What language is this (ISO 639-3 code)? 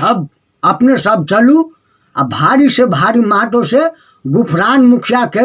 mai